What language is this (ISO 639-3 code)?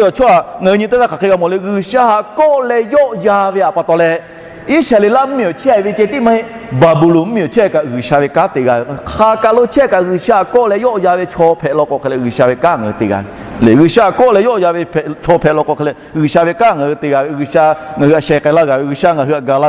lhu